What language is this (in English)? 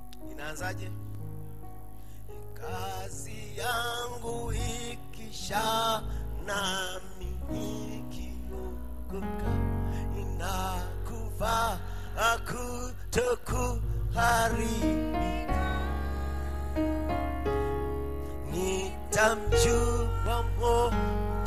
Swahili